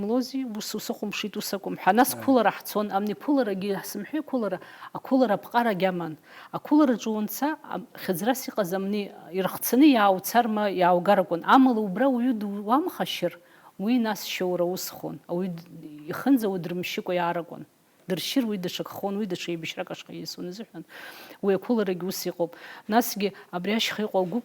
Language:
Abkhazian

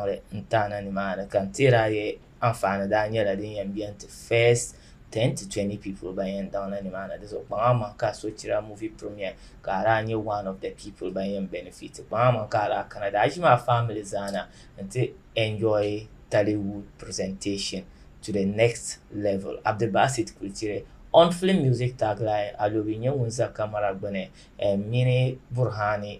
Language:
Dagbani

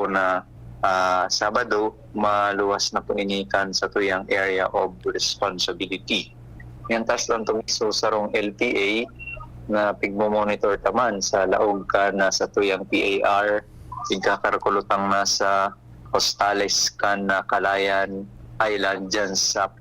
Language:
Bikol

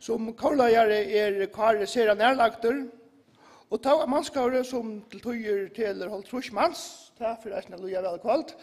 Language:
Faroese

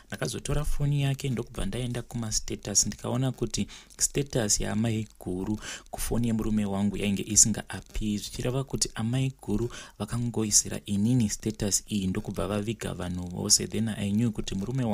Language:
Shona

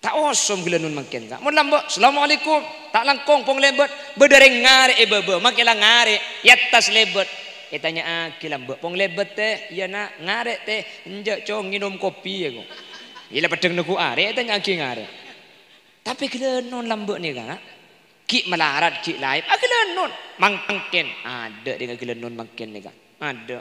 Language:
Madurese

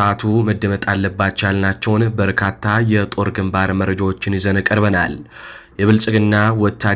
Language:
Amharic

